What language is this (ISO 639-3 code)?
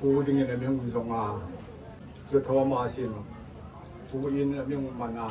hmr